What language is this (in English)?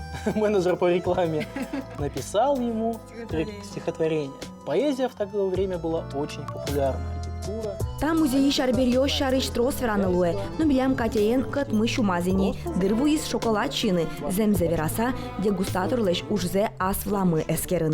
Udmurt